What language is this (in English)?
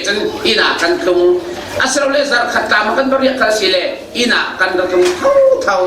Falam Chin